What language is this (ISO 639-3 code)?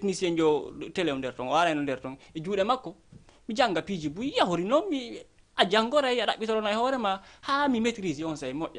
ful